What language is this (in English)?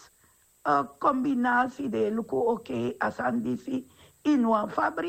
Sranan Tongo